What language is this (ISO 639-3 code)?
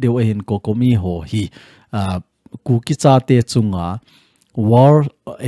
tcz